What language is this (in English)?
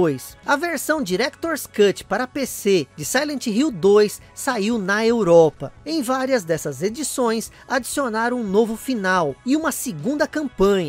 Portuguese